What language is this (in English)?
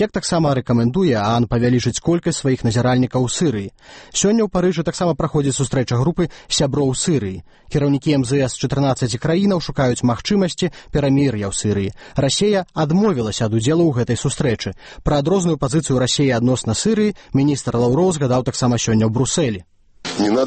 Belarusian